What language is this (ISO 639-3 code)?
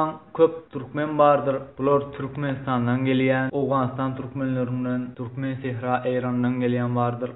tuk